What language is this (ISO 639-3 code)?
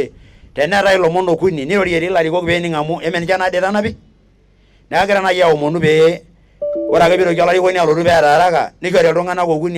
mas